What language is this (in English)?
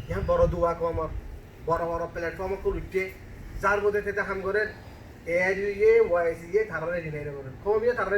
Rohingya